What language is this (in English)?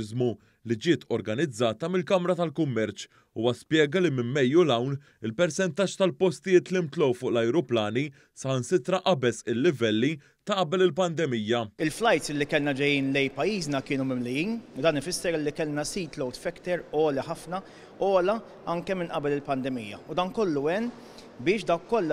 Maltese